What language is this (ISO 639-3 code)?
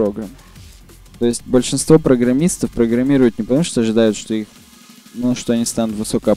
rus